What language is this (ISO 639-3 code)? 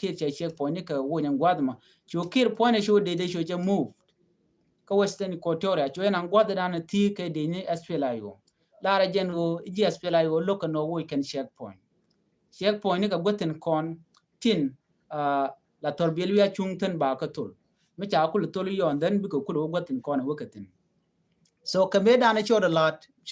nus